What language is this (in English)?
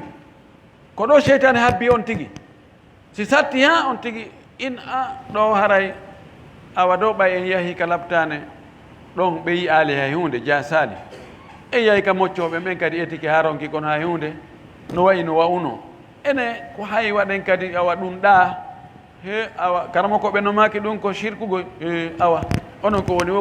Fula